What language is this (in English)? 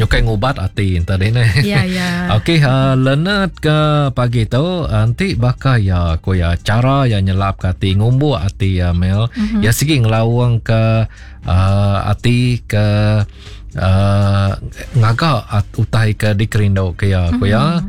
Iban